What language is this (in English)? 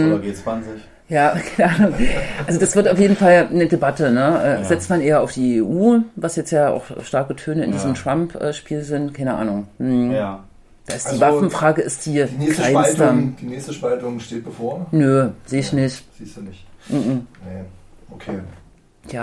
German